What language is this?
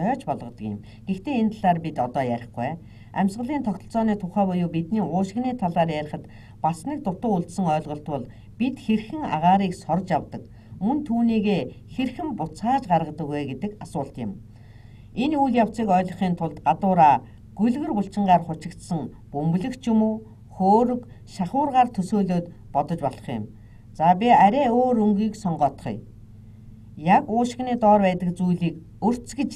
Mongolian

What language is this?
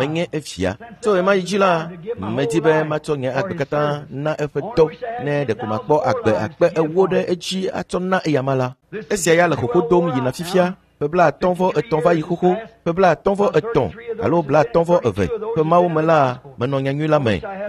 Ewe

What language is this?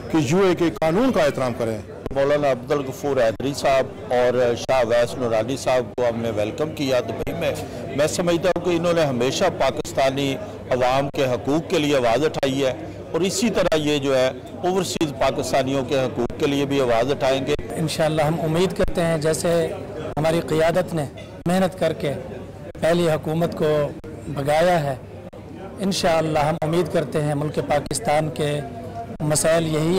Urdu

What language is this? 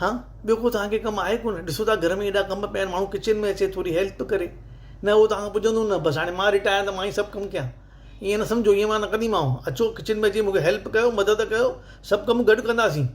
Sindhi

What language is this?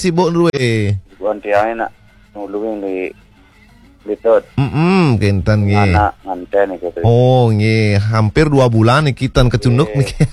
Balinese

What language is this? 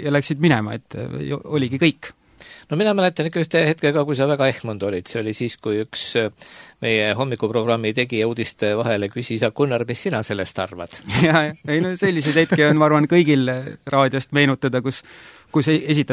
Estonian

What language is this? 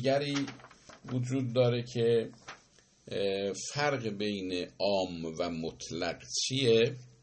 Persian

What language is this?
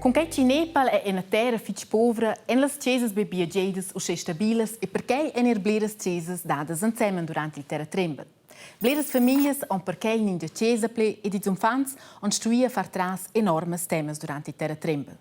Romansh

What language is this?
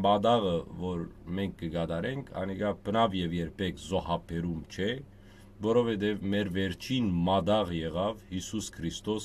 Western Armenian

